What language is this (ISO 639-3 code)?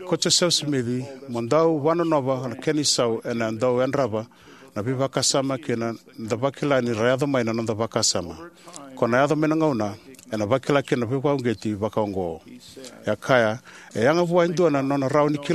fij